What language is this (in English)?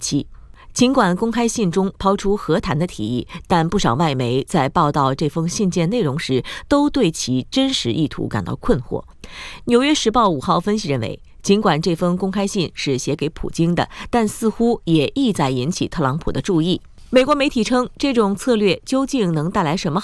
Chinese